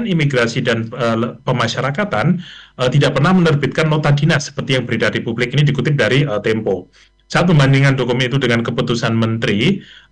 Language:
Indonesian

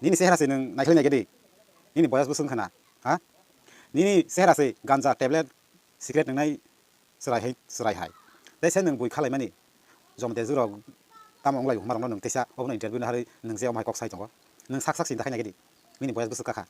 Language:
Kok Borok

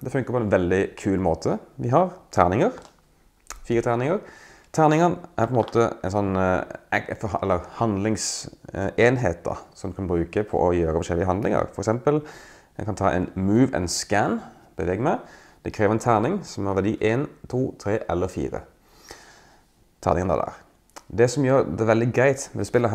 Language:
Norwegian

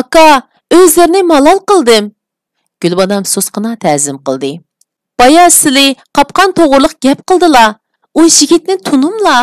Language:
Uyghur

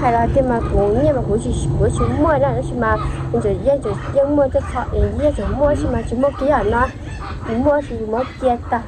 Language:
Hmong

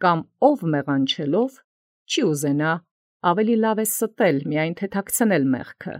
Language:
Armenian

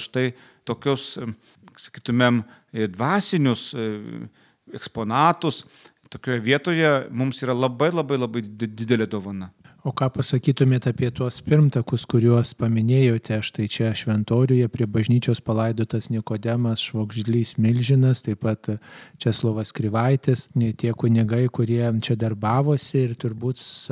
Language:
Lithuanian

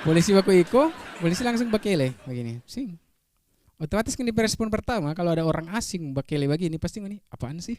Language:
Manado Malay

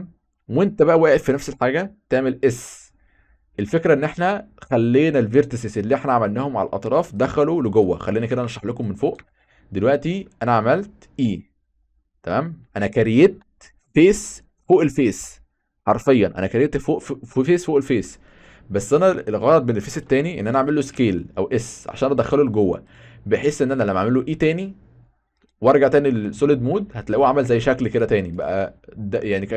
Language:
Egyptian Arabic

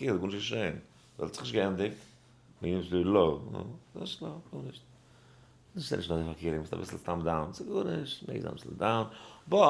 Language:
Yiddish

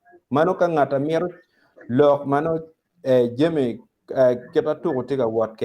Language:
Acoli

